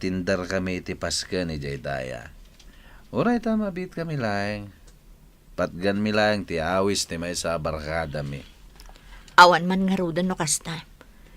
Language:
Iloko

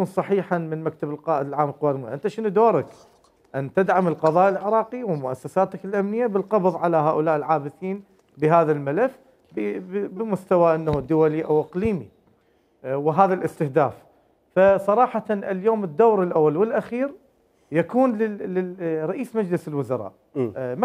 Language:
Mesopotamian Arabic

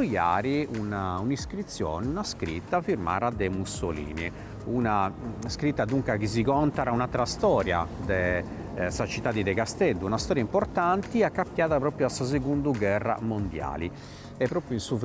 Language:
Sardinian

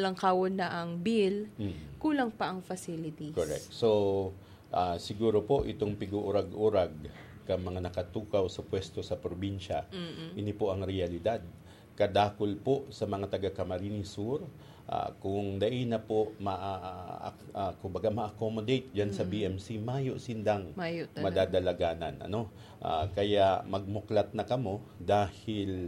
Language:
Bikol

